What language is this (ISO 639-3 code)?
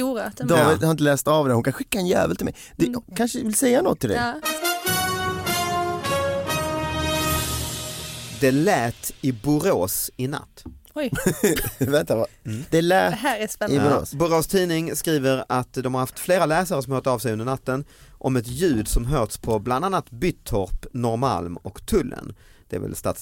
swe